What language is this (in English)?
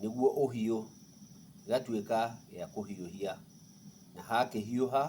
Kikuyu